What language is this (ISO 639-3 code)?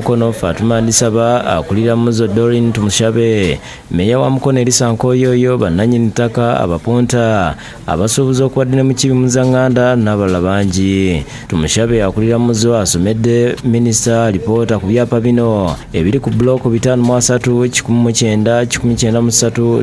lug